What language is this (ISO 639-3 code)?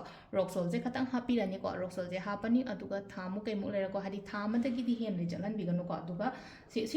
mni